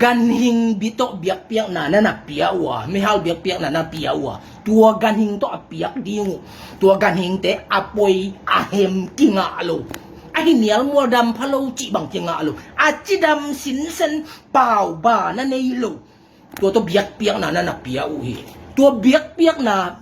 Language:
Tedim Chin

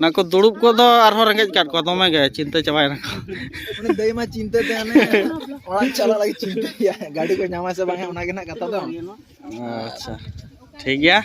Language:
Santali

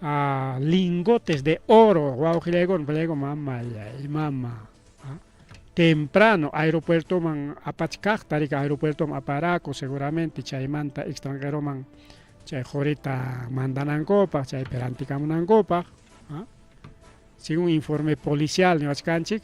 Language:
Ayacucho Quechua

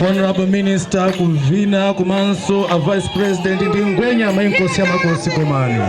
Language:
Nyanja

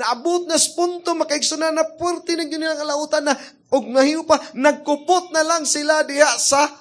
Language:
Cebuano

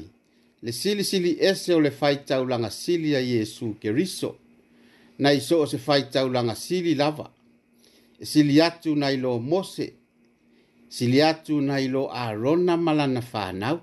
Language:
Samoan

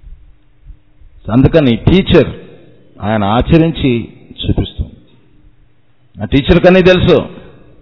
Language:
Telugu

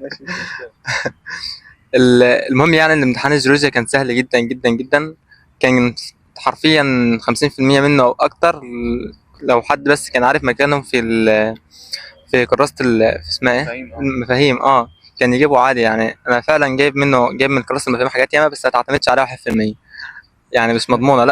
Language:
Egyptian Arabic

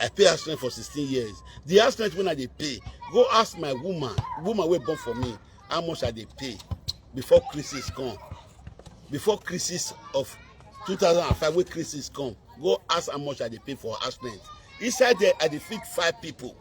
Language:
Nigerian Pidgin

